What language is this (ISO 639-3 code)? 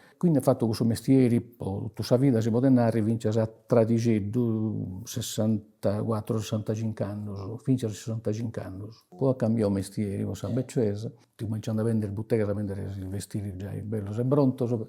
srd